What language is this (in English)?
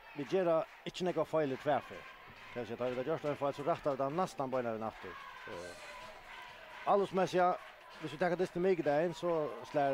Faroese